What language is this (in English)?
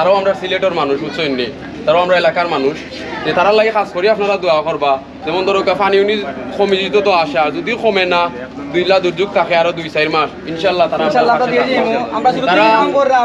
Sylheti